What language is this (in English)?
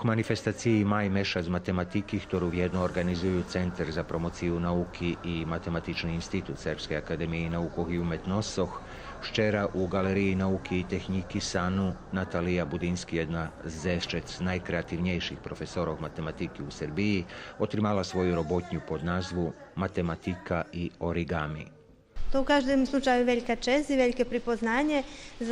Rusyn